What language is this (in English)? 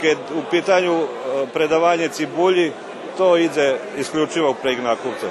Rusyn